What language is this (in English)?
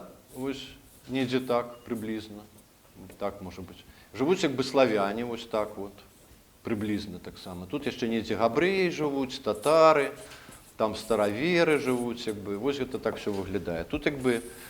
Belarusian